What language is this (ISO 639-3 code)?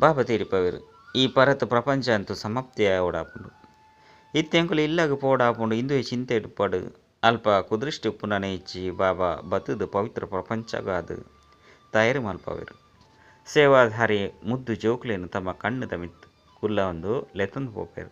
tcy